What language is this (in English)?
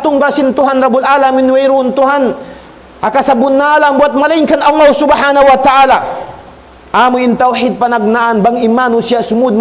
Tausug